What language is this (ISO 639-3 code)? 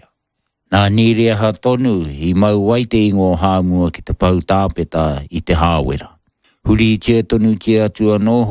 mri